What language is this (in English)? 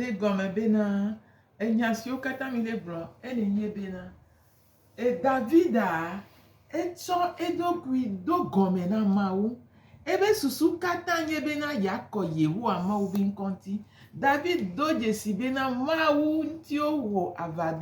Gen